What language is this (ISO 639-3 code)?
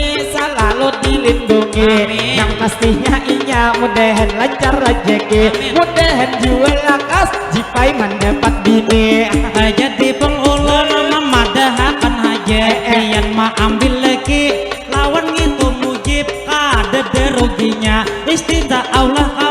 bjn